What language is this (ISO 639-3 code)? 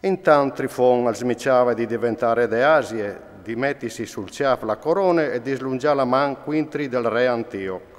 fur